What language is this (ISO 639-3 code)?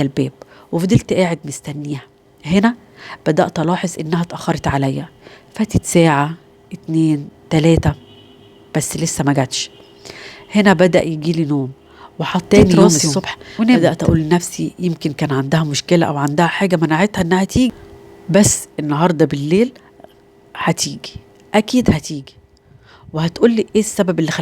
arz